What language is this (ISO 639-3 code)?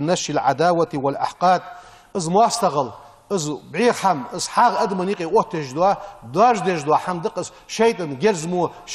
inh